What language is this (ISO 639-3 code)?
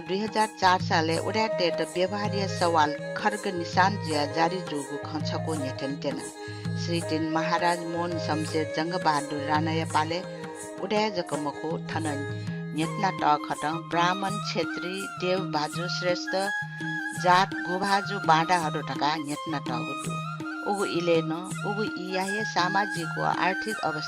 new